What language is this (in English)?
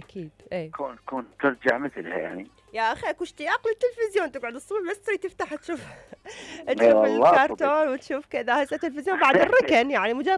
Mesopotamian Arabic